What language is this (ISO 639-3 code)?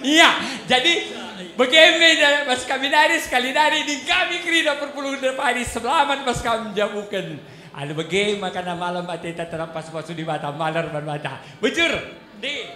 btx